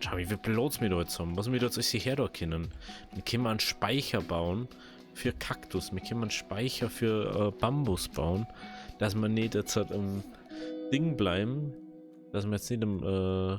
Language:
Bavarian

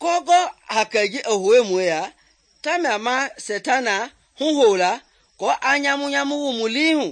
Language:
Mende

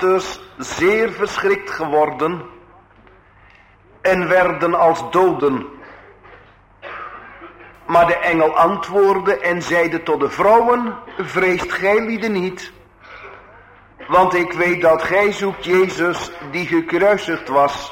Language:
Dutch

